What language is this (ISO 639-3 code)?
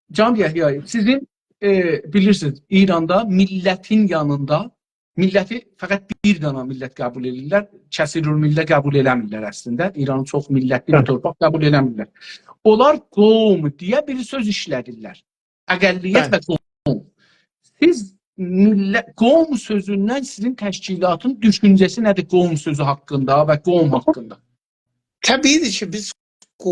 azb